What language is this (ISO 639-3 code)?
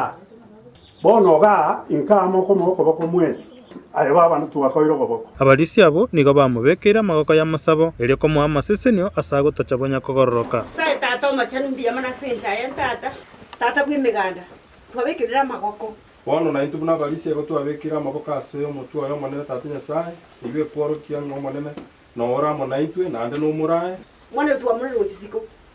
guz